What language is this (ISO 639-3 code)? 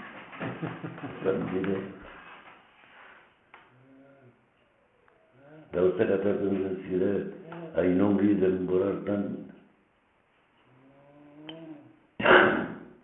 eus